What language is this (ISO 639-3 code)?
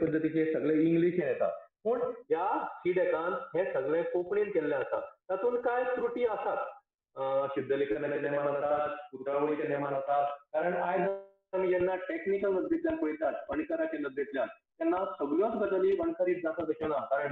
kok